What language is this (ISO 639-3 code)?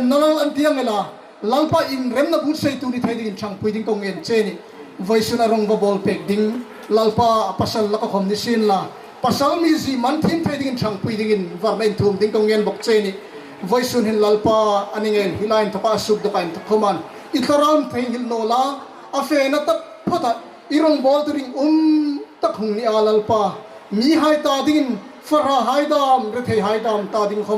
hmr